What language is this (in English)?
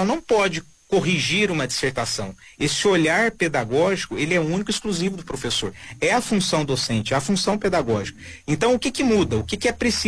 Portuguese